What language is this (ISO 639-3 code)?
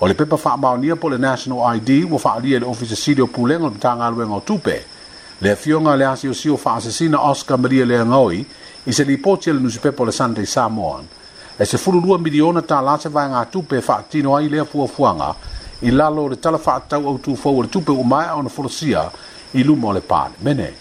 smo